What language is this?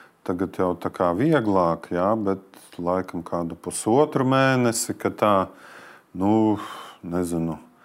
Latvian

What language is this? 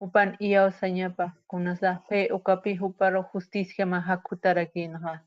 Aymara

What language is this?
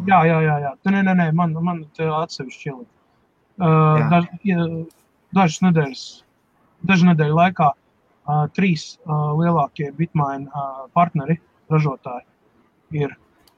Latvian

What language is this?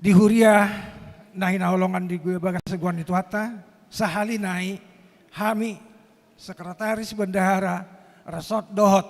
Batak Toba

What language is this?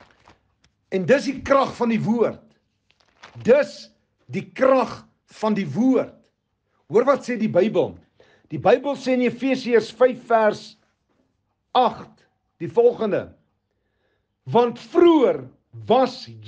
Afrikaans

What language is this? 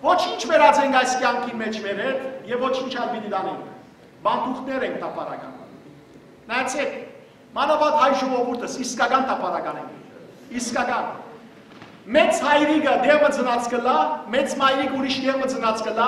Western Armenian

